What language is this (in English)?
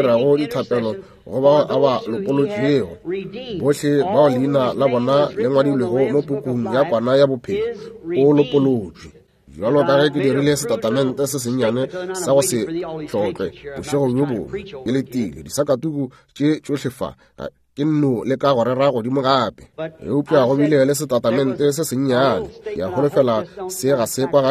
Northern Sotho